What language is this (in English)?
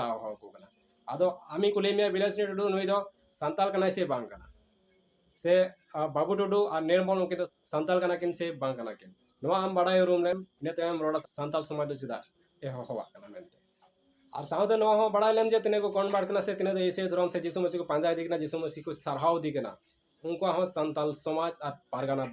Santali